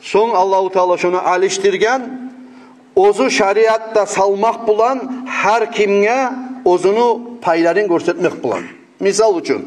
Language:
Kumyk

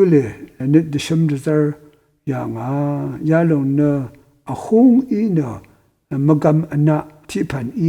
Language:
Rawang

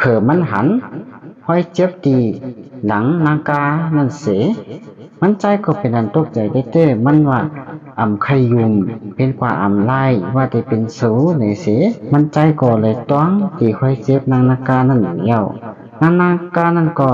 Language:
Shan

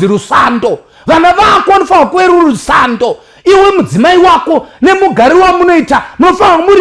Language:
Shona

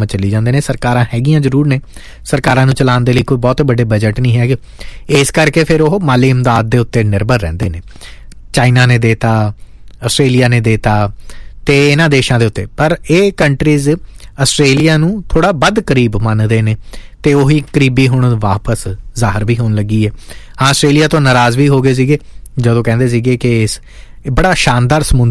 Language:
Punjabi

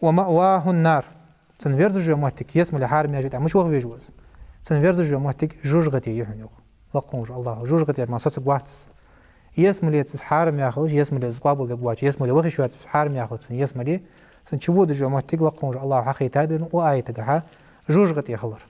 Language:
Ingush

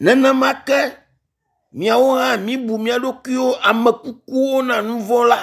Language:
Ewe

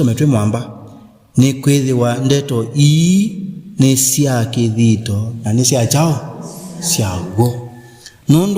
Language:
Kamba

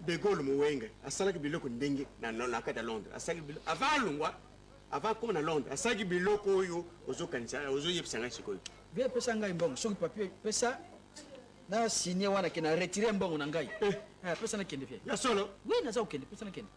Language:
Lingala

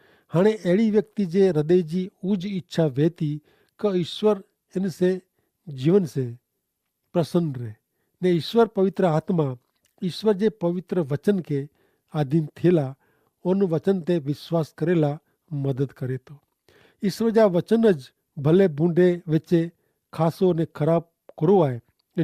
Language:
Kachhi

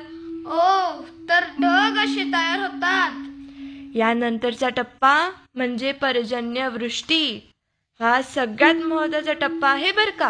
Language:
Marathi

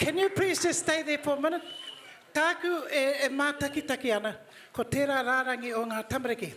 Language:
Māori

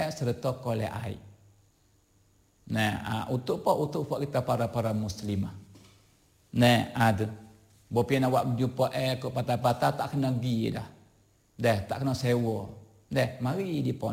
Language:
Malay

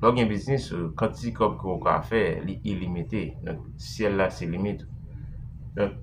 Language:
Haitian Creole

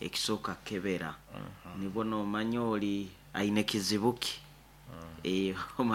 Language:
Nyoro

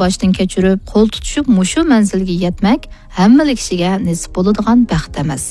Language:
Uyghur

